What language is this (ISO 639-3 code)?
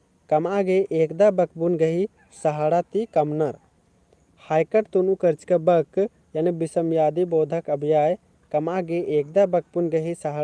kru